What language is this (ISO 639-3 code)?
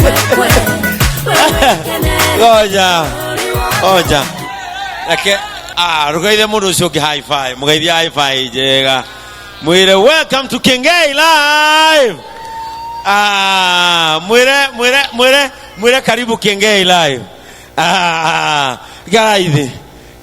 kik